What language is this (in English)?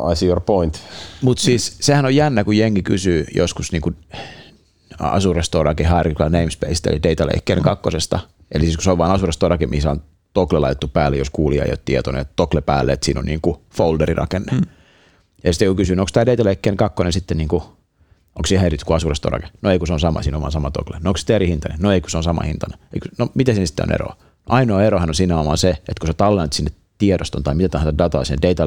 Finnish